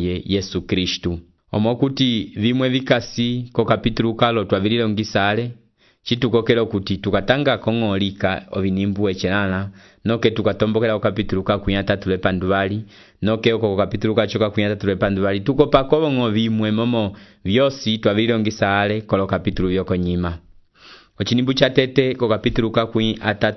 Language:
Umbundu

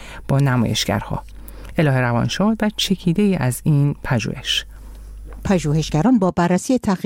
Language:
Persian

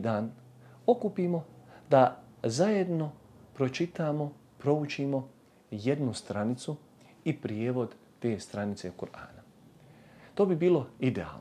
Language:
Bosnian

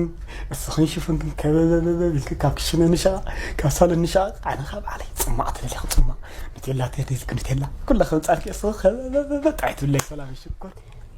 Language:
Tigrinya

